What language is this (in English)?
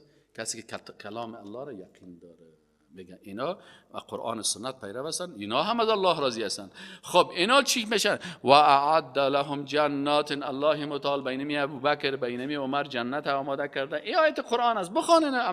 Persian